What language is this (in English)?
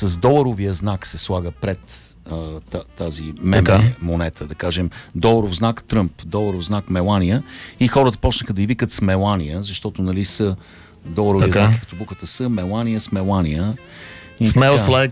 Bulgarian